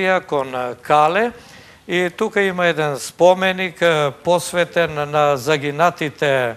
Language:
Macedonian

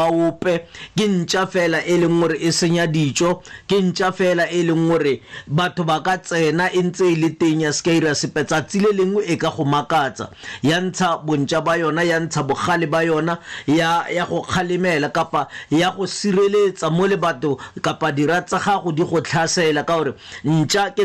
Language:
Tswana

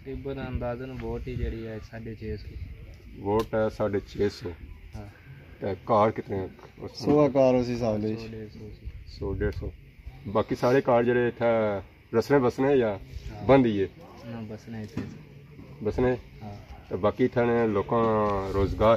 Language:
Pahari-Potwari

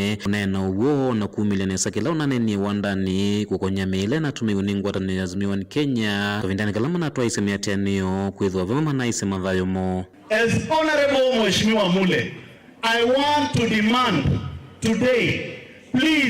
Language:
Kamba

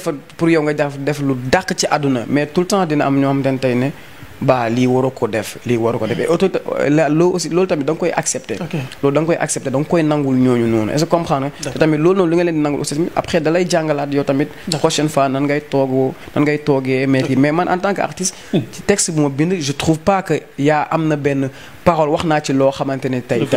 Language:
Wolof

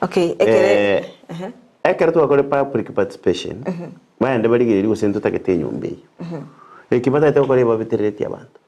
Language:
Gusii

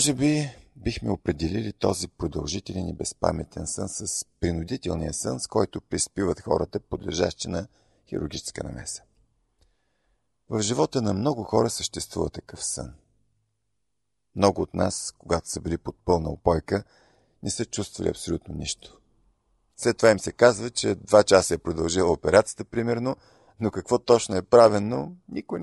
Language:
Bulgarian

